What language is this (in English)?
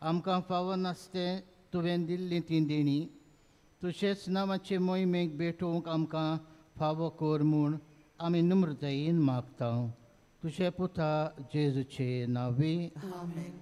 Konkani